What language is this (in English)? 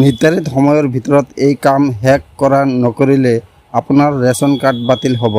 Assamese